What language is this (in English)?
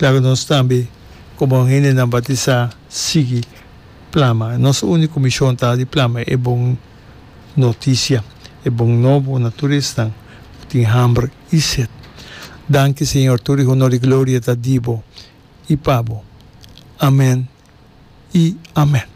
Papiamento